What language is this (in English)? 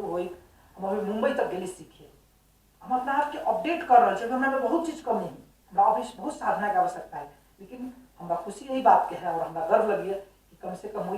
Maithili